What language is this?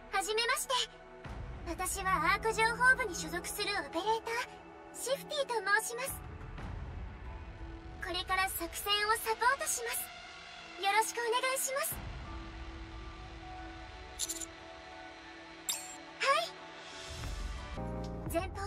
Japanese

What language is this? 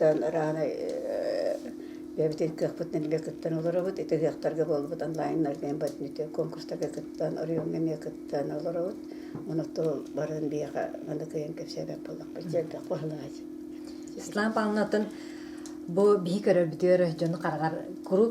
Yakut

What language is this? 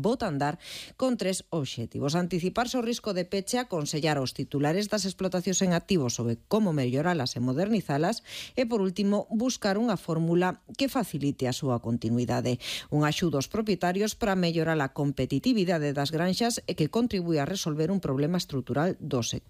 Galician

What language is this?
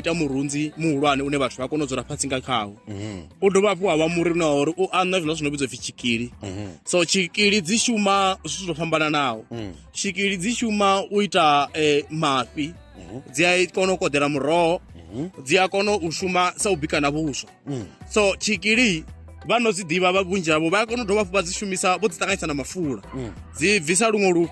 Venda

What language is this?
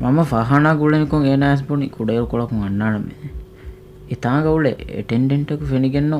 Divehi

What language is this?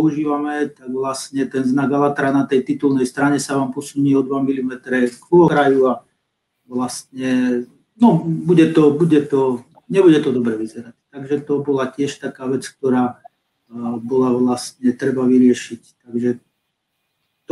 Slovak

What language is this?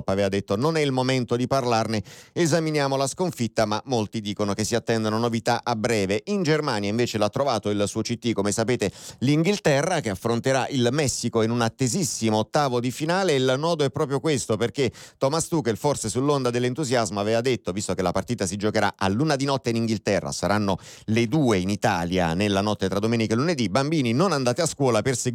Italian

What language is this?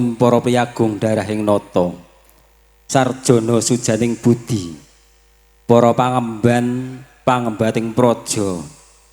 Javanese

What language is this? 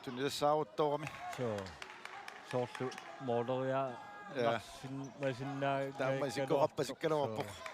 Kalaallisut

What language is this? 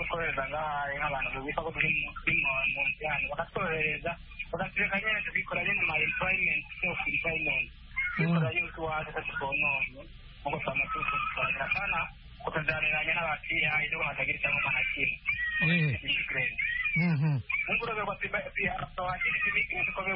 Kinyarwanda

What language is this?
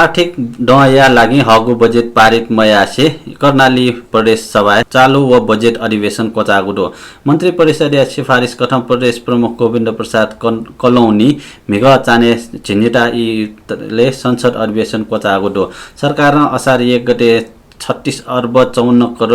Newari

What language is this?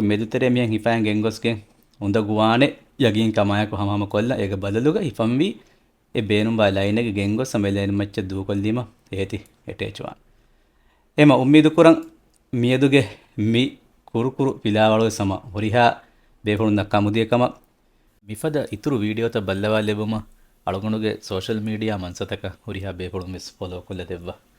Divehi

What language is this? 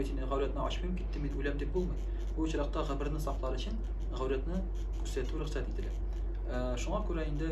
Tatar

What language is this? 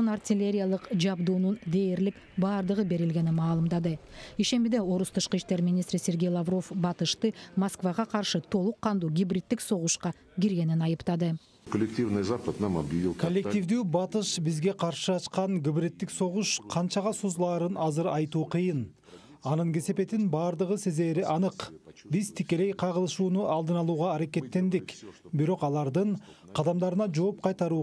Kyrgyz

